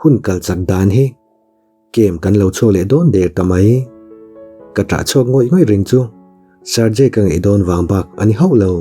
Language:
Mizo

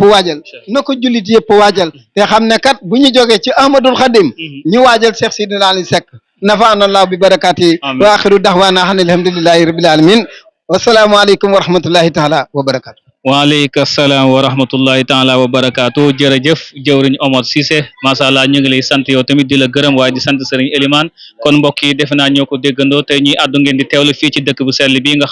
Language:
Wolof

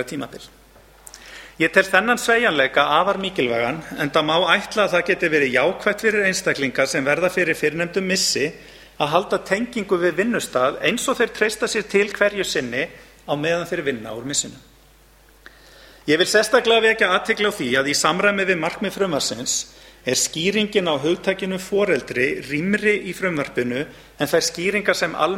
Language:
Icelandic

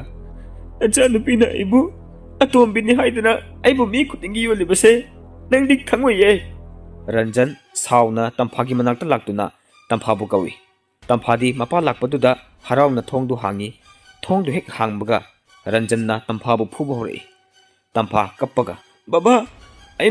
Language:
Manipuri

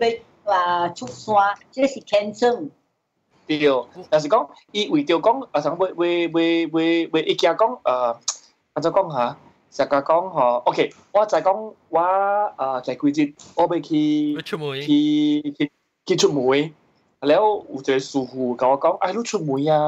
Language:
Min Nan Chinese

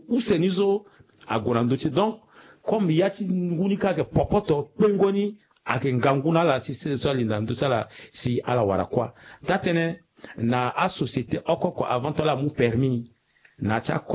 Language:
Sango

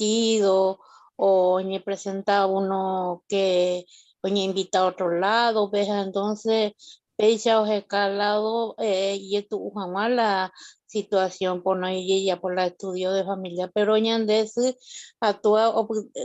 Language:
Guarani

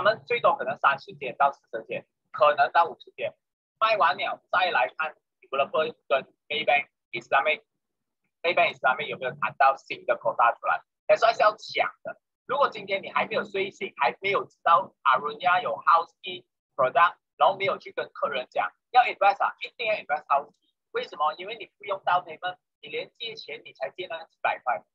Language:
Chinese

